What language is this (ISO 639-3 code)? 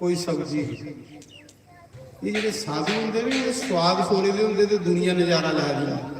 doi